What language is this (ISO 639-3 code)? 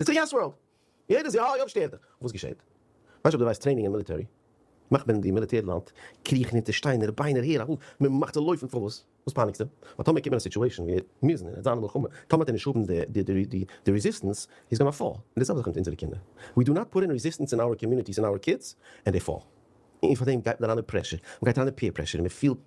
yid